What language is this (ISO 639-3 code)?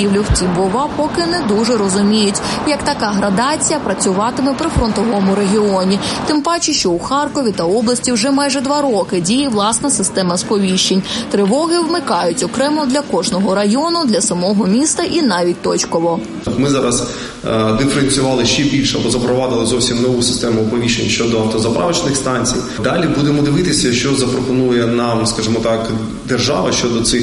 ukr